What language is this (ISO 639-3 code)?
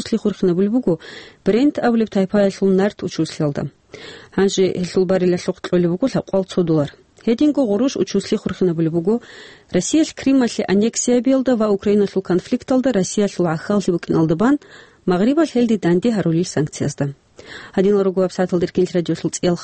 ava